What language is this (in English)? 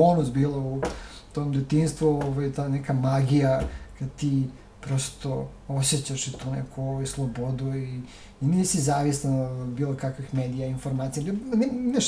Serbian